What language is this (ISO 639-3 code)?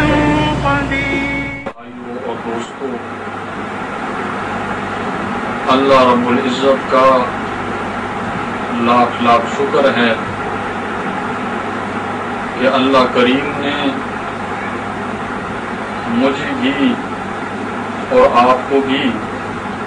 urd